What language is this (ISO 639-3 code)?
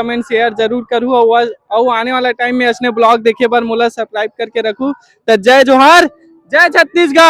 hne